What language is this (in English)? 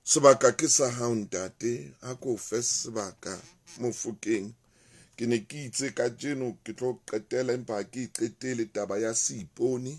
Southern Sotho